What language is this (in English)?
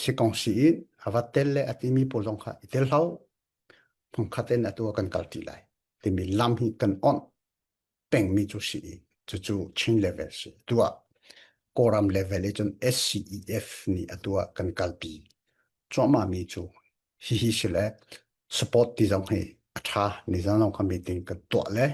Falam Chin